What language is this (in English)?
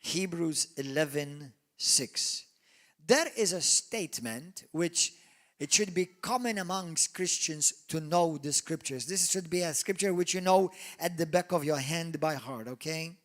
English